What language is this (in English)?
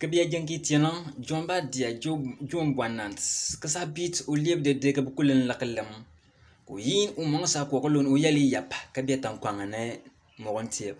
Bimoba